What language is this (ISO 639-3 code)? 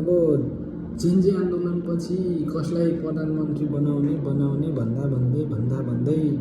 nep